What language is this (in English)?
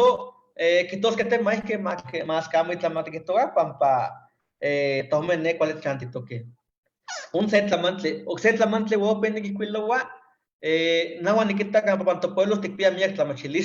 Eastern Huasteca Nahuatl